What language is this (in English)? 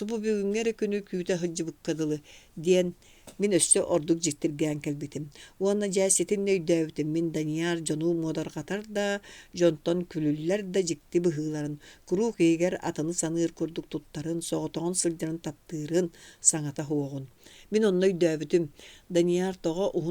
Yakut